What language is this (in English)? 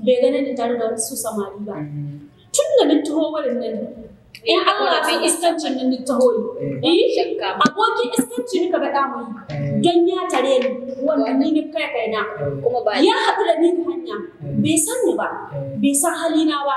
Hausa